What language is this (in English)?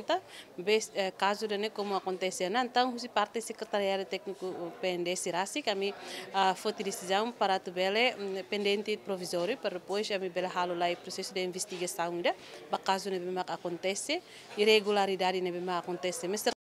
Tetum